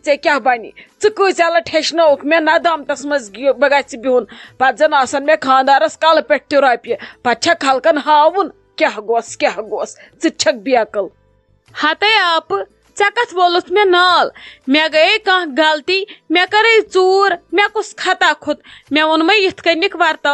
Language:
Kashmiri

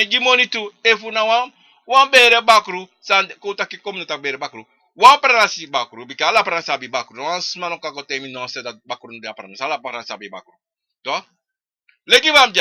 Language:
Sranan Tongo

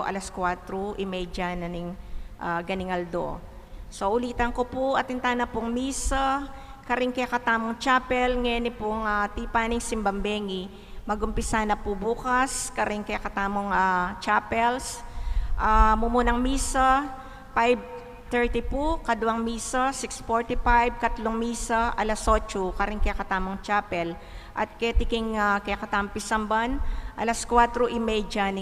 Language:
Pampanga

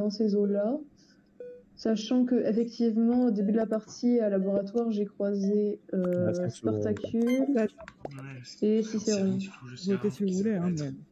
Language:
French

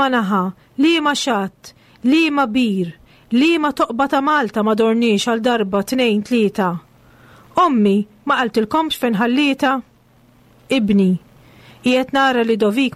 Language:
Maltese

